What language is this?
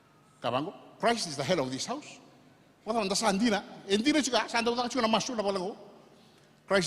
Fijian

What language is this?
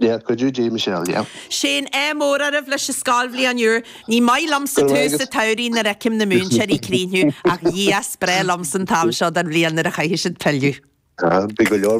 Irish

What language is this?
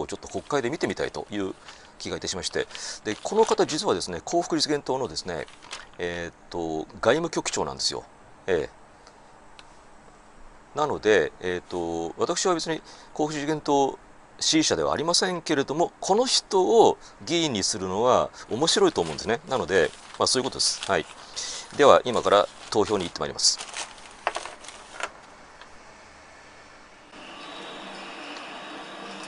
Japanese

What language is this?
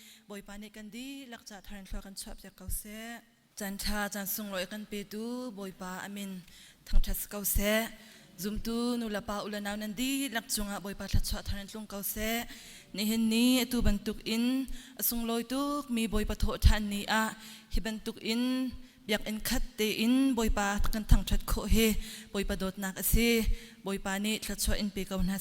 Hakha Chin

